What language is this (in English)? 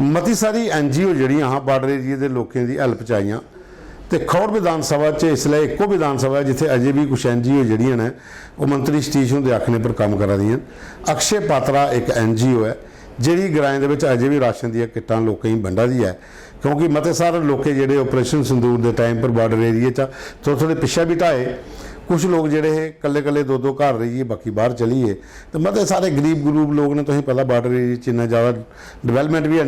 Dogri